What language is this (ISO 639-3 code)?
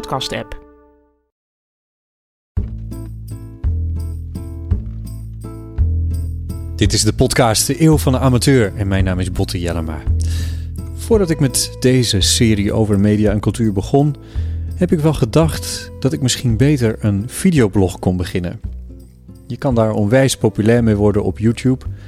nld